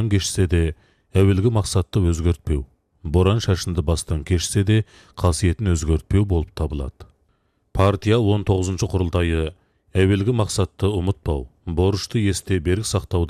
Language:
Kazakh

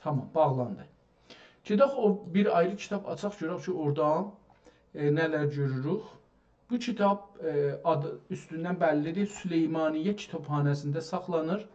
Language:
South Azerbaijani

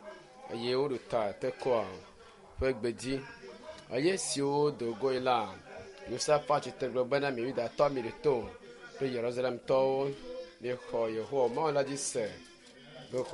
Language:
Ewe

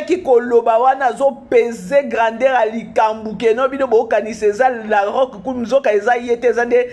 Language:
Lingala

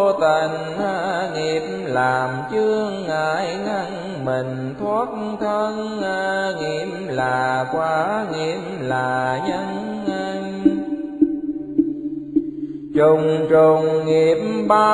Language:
Vietnamese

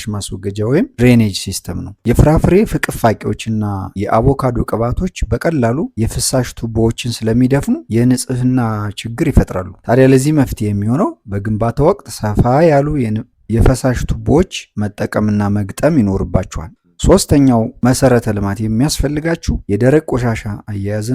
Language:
Amharic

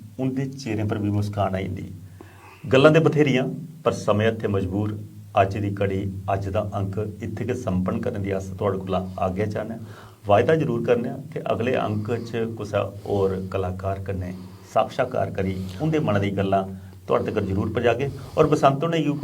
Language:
Dogri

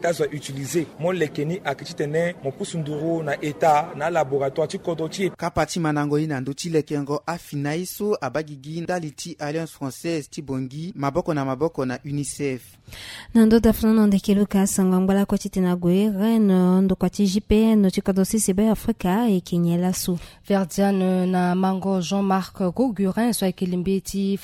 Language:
Sango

